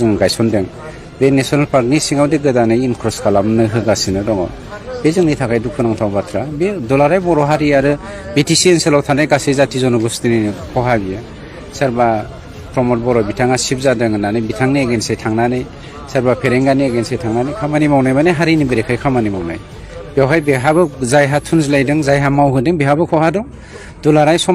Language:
Bodo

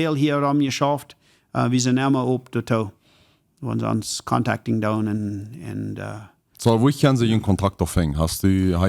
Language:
Plautdietsch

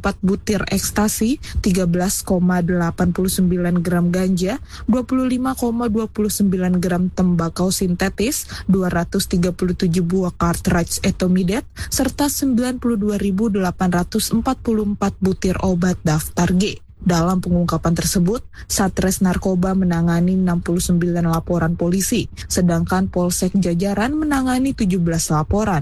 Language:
Indonesian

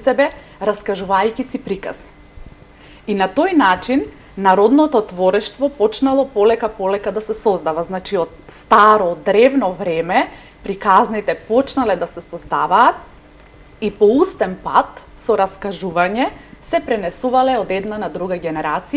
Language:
Macedonian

